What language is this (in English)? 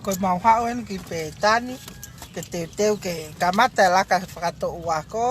Tongan